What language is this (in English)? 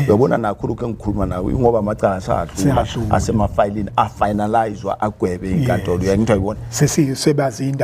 Zulu